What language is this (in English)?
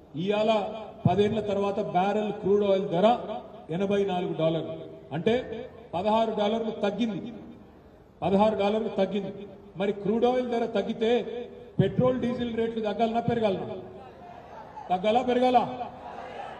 Telugu